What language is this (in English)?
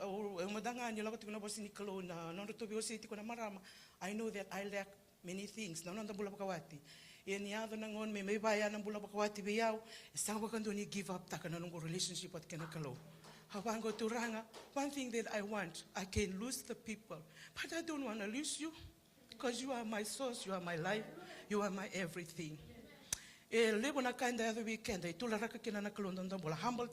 Fijian